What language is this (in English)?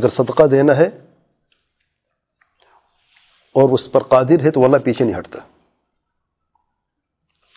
Urdu